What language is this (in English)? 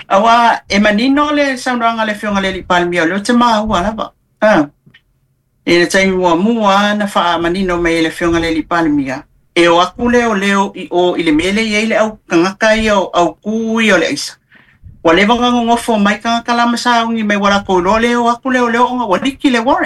Samoan